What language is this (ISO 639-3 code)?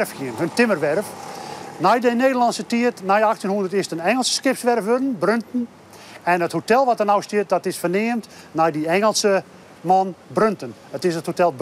fry